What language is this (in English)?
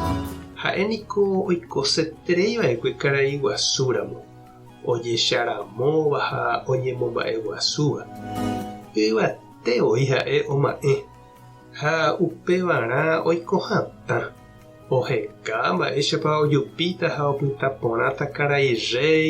Guarani